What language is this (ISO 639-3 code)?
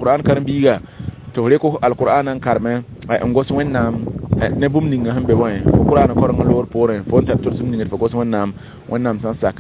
mos